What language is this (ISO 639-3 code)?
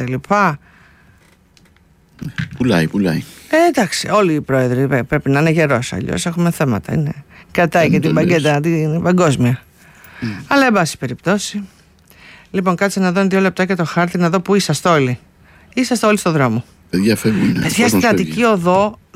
ell